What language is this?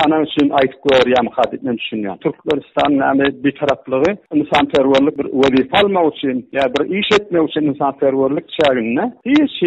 Turkmen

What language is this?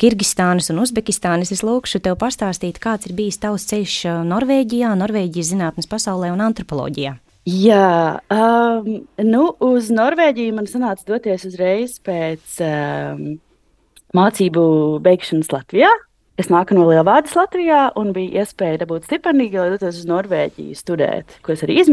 Latvian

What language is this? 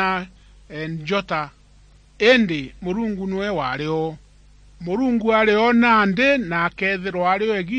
Meru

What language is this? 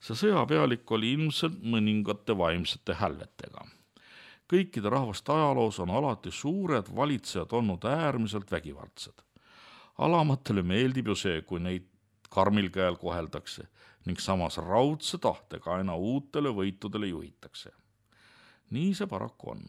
Estonian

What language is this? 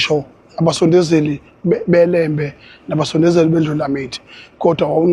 Zulu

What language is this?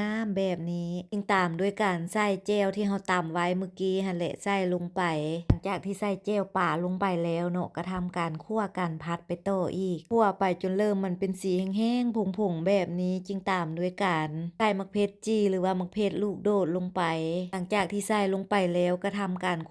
Lao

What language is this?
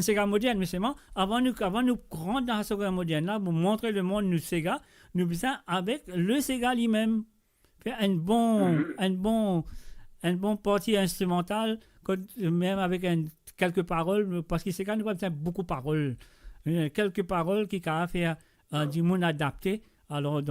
Morisyen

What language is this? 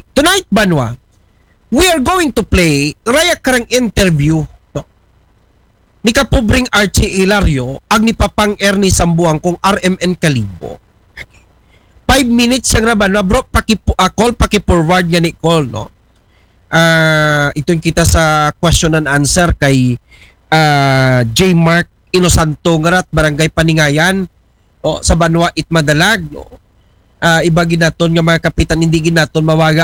Aklanon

